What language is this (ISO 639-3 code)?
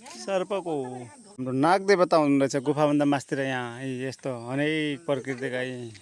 nep